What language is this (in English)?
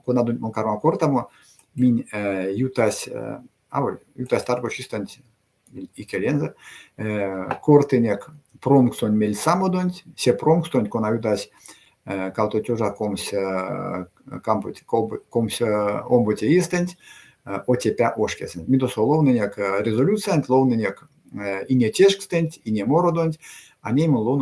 Erzya